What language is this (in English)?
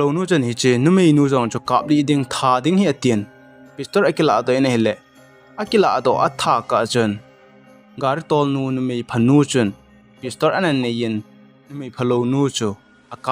Thado Chin